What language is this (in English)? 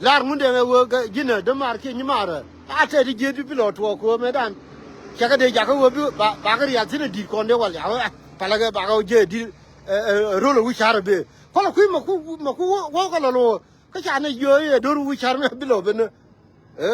Nuer